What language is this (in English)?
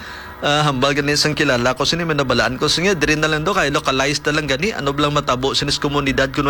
Hiligaynon